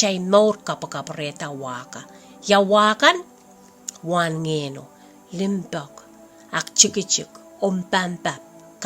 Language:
Pohnpeian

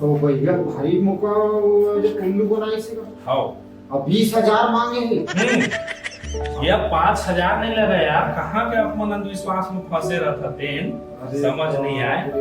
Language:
Chhattisgarhi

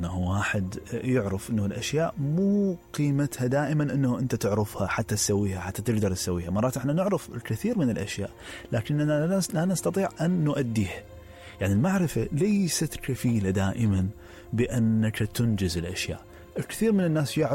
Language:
Mesopotamian Arabic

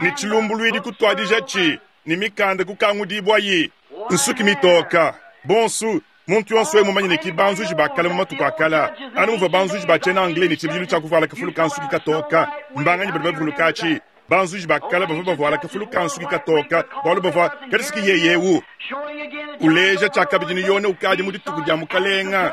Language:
Luba-Lulua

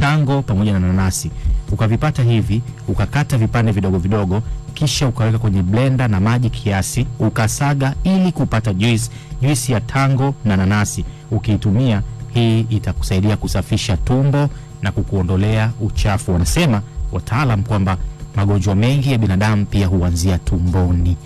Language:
Swahili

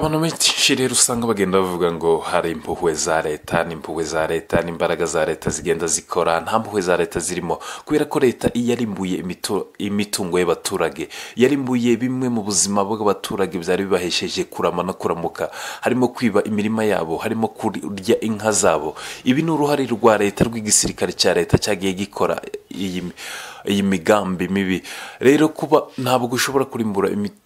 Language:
Kinyarwanda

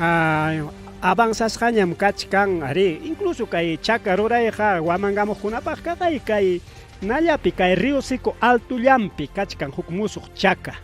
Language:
Ayacucho Quechua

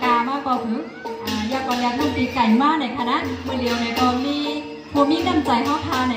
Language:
Shan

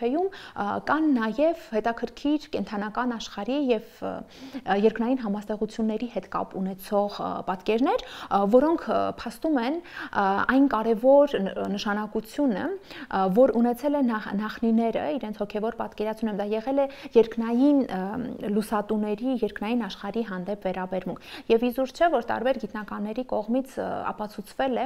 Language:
Armenian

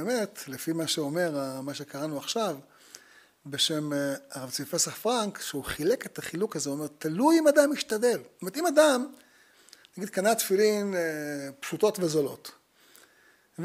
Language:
Hebrew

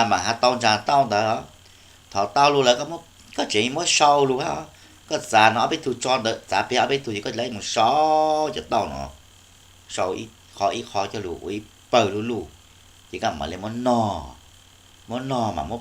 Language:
Hmong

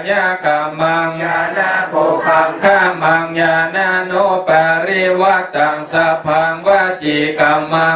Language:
Pali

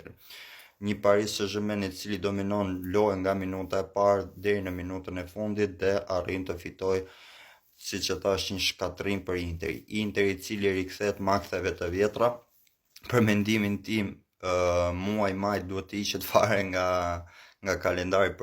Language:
Albanian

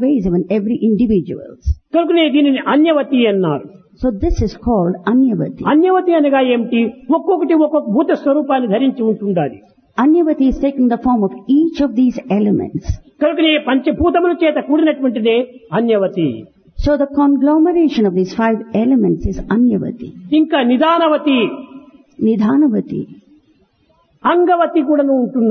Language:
Telugu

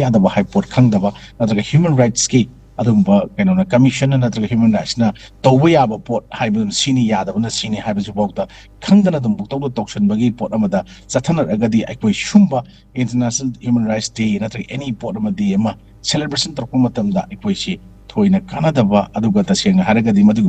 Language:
Manipuri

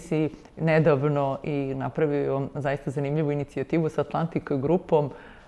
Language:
Serbian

